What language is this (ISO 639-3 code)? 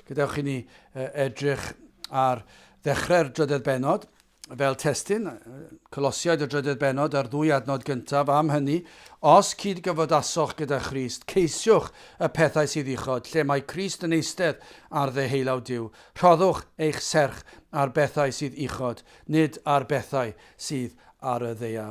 cym